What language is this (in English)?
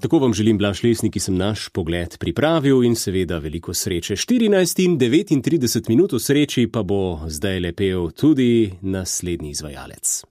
Slovenian